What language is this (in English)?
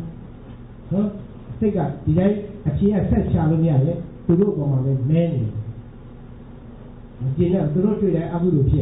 Burmese